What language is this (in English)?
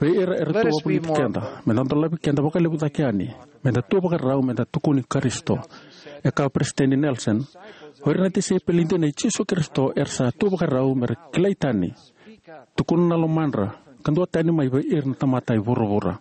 Fijian